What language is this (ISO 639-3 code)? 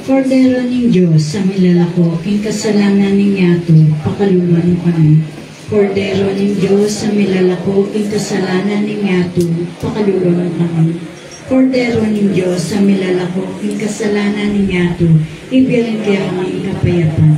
pam